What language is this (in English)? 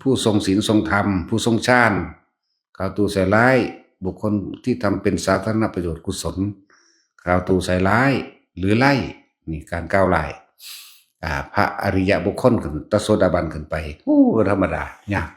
Northeastern Thai